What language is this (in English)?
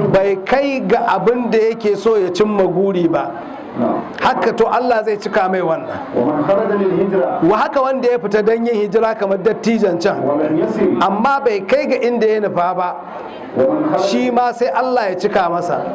Hausa